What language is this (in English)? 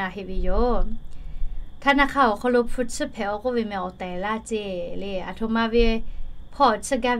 Lahu